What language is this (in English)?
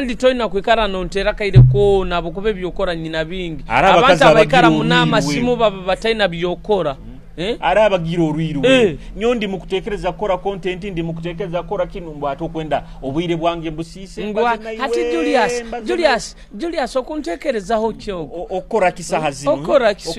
Nyoro